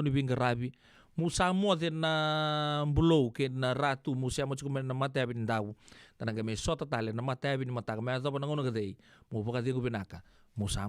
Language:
Fijian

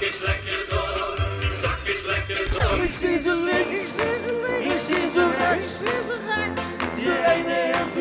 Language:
Limburgish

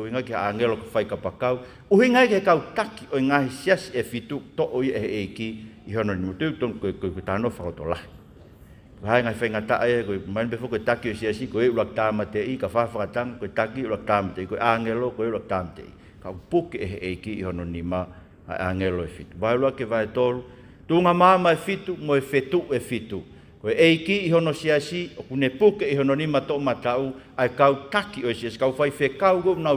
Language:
Tongan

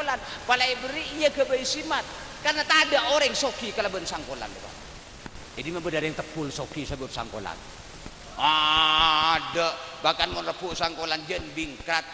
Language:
Madurese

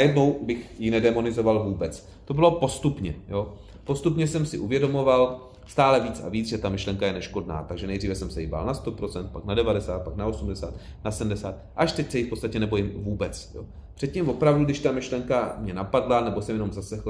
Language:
Czech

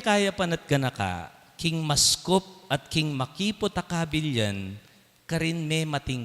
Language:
Pampanga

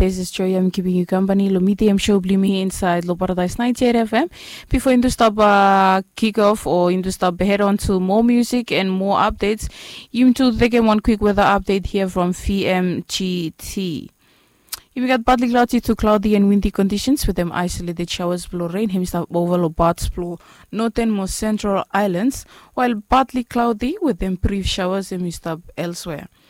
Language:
Bislama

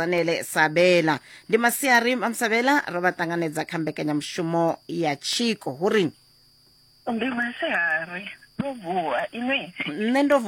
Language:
Venda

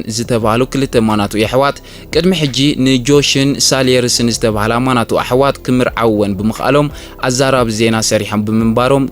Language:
Tigrinya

